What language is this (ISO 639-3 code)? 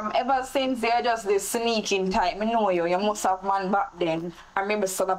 jam